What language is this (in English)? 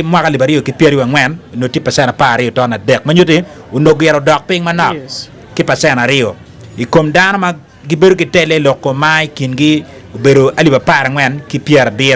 Acoli